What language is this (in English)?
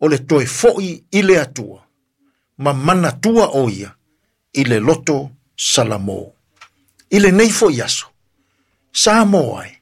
Samoan